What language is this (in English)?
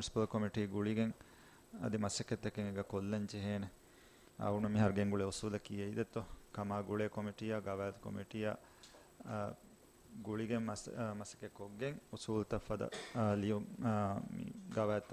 Divehi